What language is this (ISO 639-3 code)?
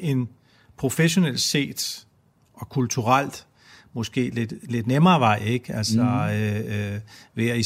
dan